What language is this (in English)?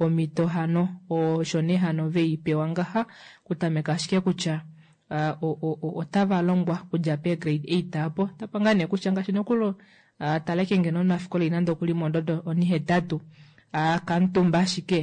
Kuanyama